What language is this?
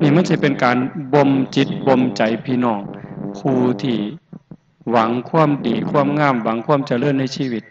Northeastern Thai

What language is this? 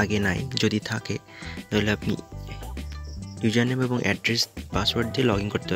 Bangla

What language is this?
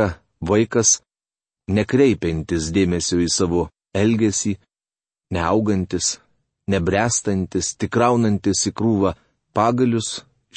Lithuanian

